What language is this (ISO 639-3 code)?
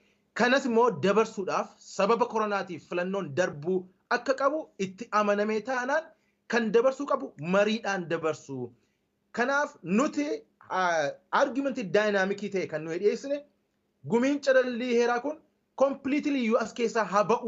orm